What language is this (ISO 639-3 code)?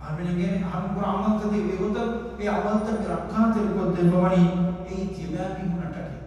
div